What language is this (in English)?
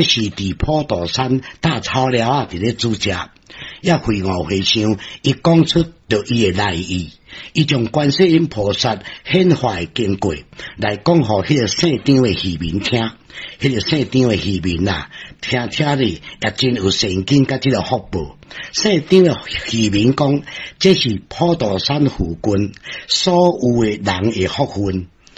Min Nan Chinese